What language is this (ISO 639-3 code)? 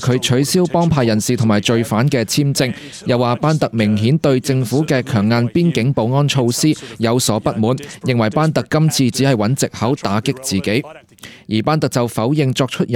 yue